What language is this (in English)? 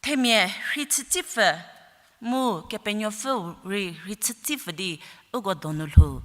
Angami Naga